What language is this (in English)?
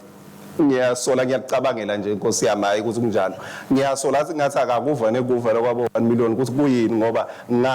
Swati